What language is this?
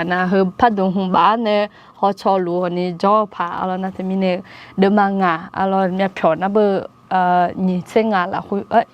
Akha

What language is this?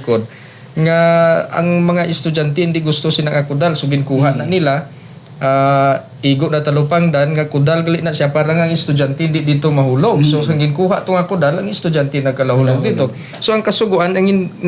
Hiligaynon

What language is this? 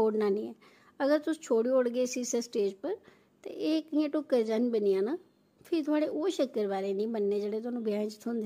Dogri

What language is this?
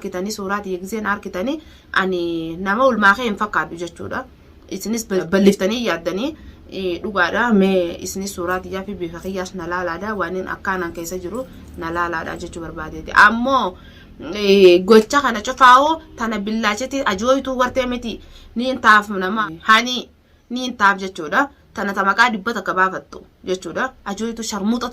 Oromo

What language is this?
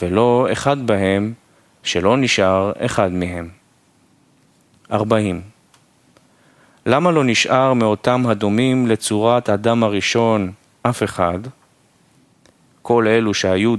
Hebrew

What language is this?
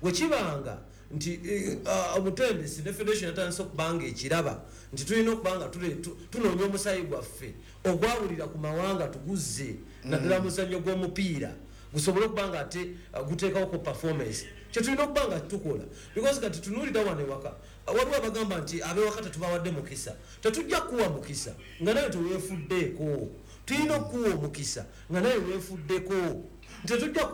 Ganda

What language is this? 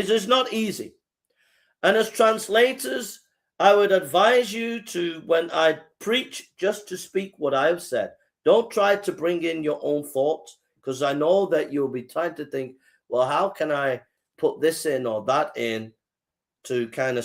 English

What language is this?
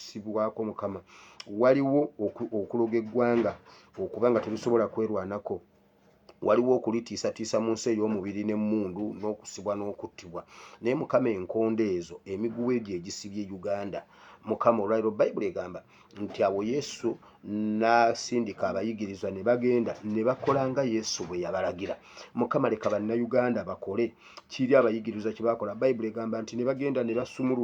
Ganda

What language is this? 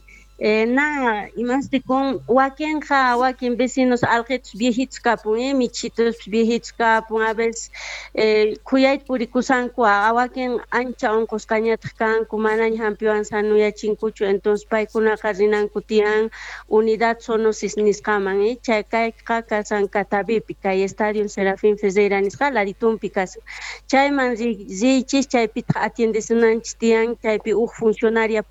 Quechua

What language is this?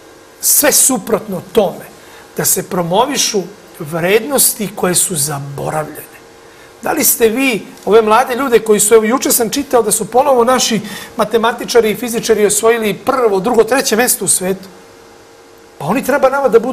Serbian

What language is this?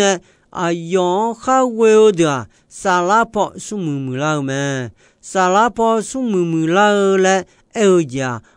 Akha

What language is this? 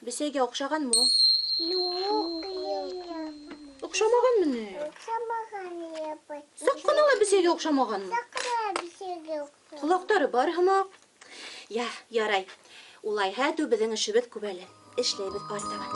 Bashkir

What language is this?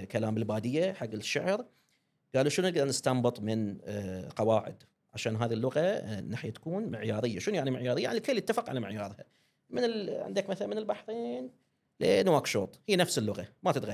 Gulf Arabic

